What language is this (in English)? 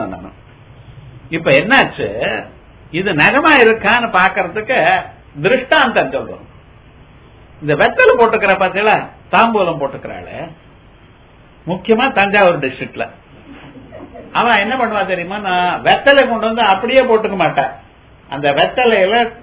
Tamil